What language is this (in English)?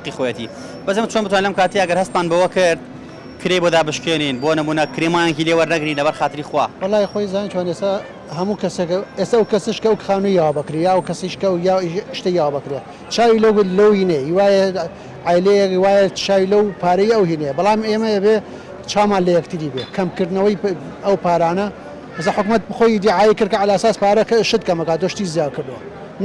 Central Kurdish